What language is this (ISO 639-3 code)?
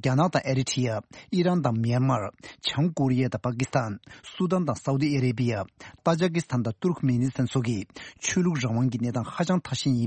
bod